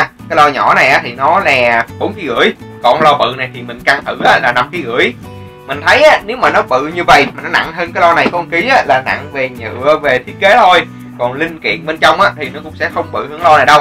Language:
Vietnamese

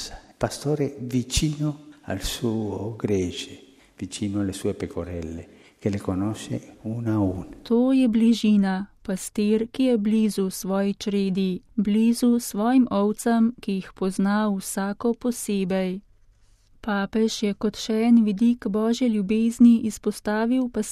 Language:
Slovenian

